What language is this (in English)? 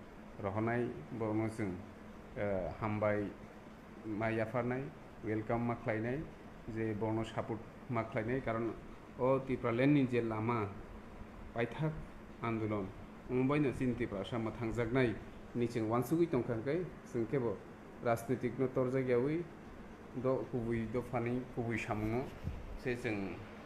Kok Borok